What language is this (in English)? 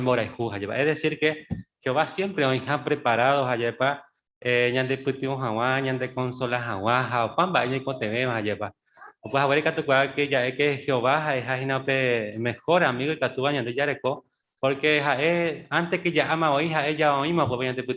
Guarani